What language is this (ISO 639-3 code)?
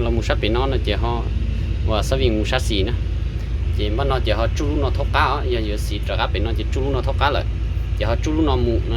hmn